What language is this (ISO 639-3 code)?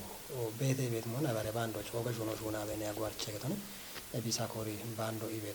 kbr